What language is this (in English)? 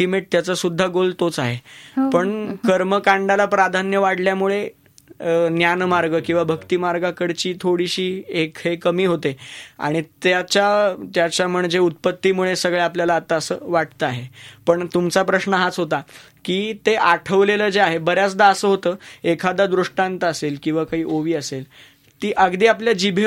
Marathi